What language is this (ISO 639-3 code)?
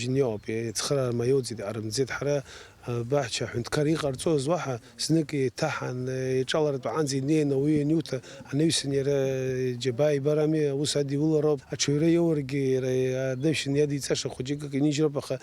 abk